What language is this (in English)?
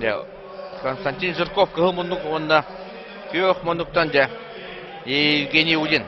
Yakut